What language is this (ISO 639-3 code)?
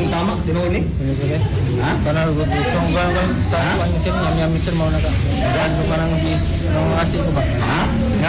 ceb